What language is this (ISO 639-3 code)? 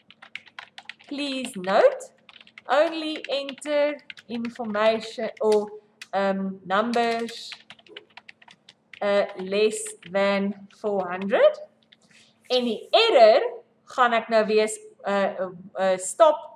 afr